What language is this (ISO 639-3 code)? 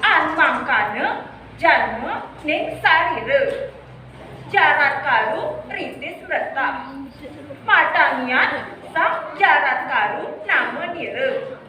kaw